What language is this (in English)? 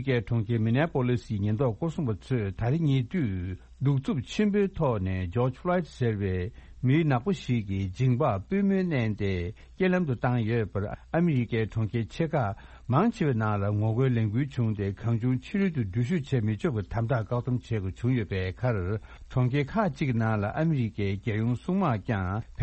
Tibetan